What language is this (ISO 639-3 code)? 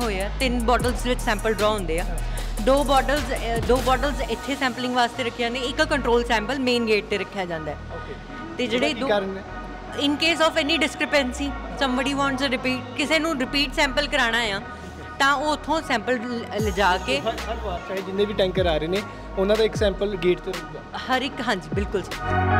pan